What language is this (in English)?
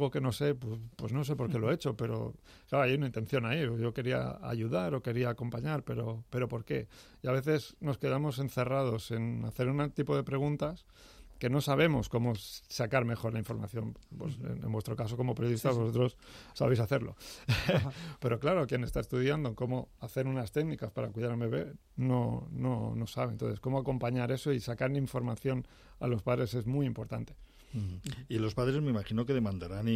Spanish